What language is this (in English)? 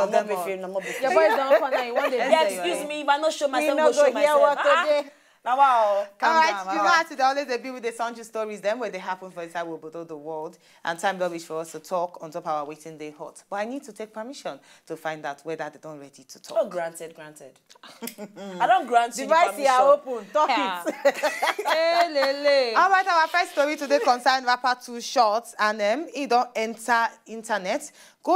Nigerian Pidgin